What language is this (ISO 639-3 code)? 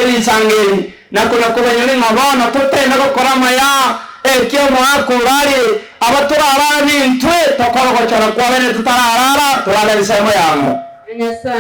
guz